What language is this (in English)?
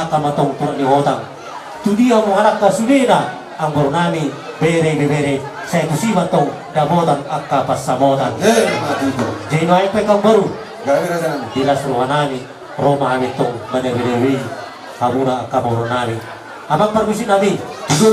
Batak Toba